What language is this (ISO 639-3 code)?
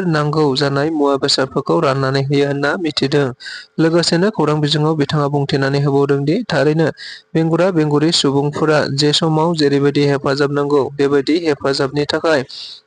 brx